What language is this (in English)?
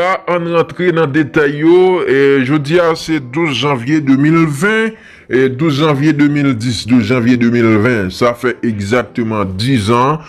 Haitian Creole